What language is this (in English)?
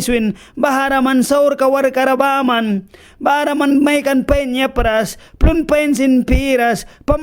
Mískito